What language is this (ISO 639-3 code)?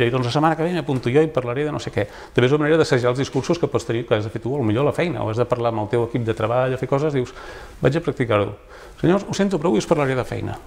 cat